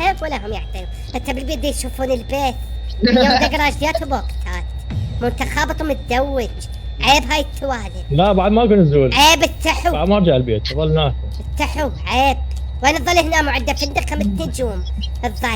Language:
Mesopotamian Arabic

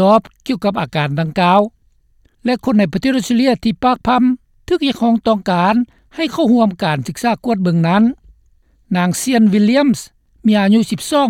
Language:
Lao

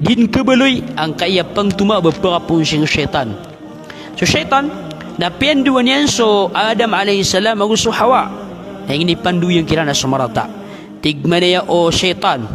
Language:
Maranao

